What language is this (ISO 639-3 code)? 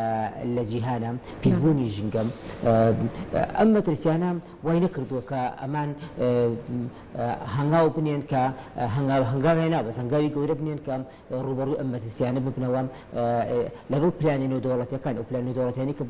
ckb